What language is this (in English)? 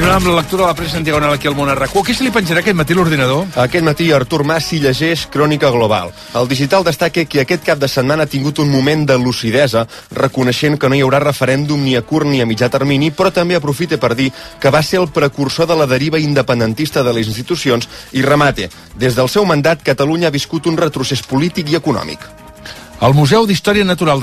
Catalan